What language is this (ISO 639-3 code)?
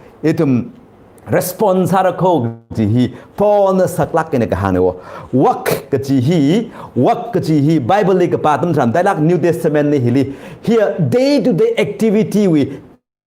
nmf